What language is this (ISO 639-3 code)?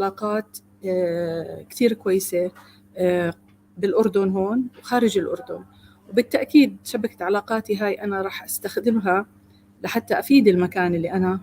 apc